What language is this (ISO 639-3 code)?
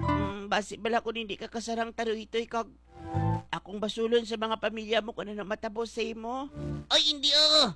hil